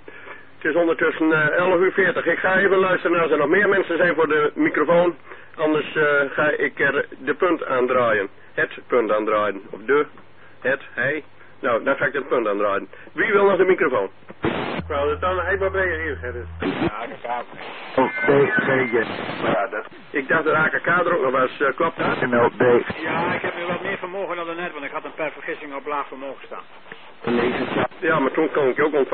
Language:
Dutch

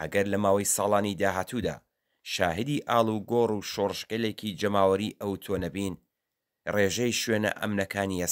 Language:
Central Kurdish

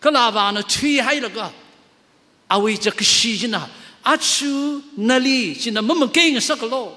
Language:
Tangkhul Naga (India)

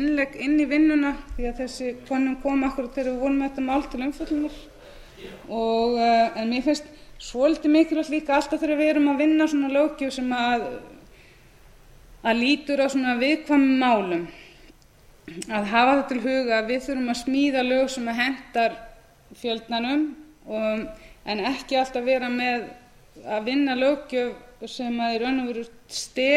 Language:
Icelandic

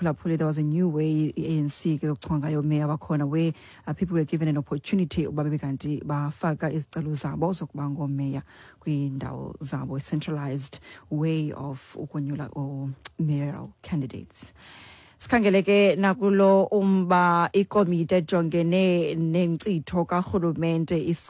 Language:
Xhosa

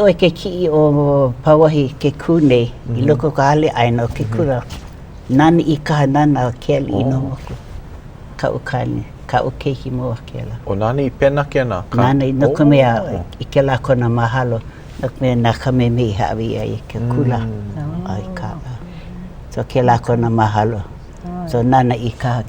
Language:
Hawaiian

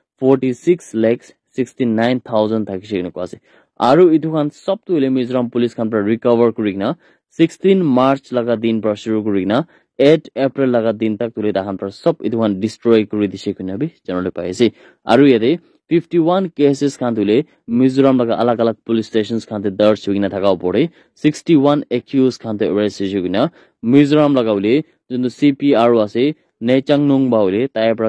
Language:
Naga Pidgin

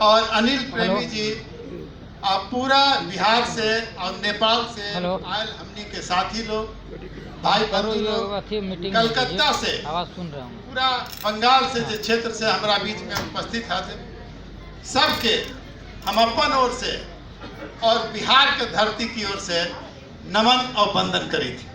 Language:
Magahi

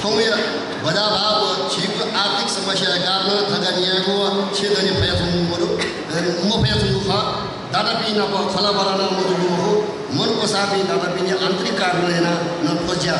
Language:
Newari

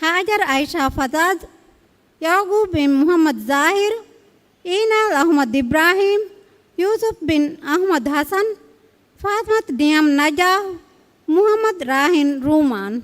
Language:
Divehi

